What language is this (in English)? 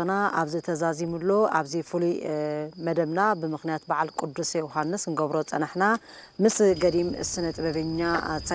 Tigrinya